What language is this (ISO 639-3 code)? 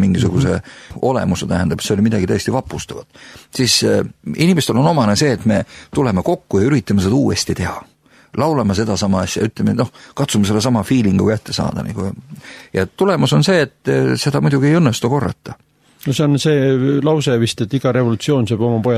est